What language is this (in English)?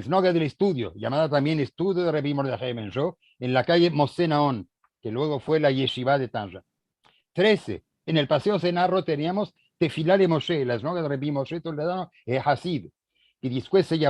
Ladino